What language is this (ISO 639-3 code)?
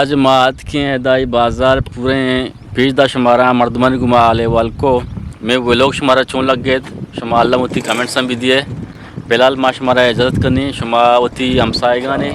bgp